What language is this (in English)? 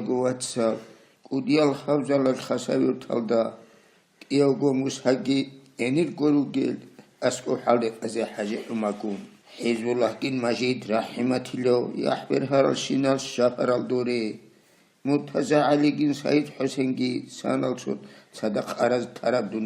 Avaric